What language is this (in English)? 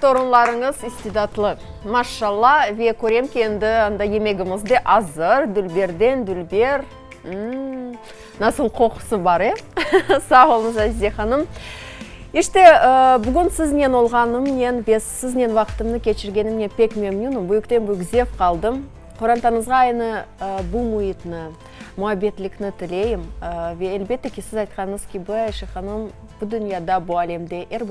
Crimean Tatar